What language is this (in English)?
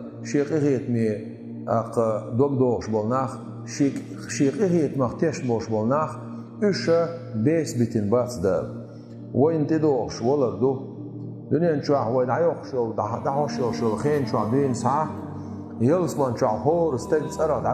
Chechen